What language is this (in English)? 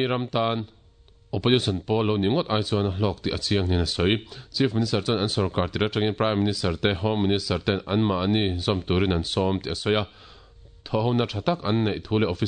Mizo